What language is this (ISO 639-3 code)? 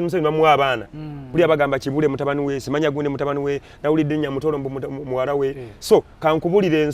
lug